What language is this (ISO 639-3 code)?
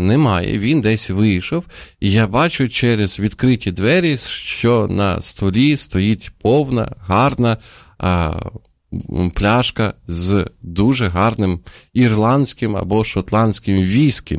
ukr